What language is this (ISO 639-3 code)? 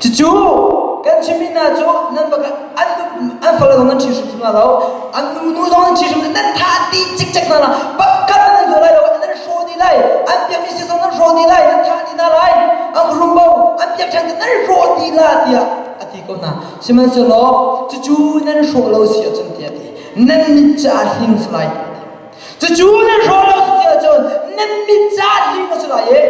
cnh